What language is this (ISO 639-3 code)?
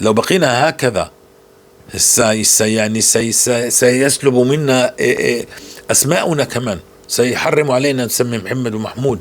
apc